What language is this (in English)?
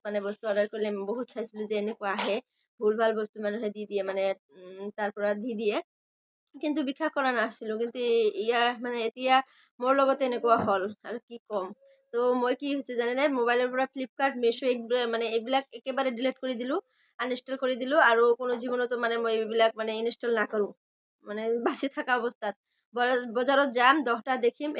Assamese